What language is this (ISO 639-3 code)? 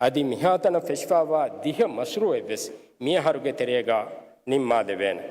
div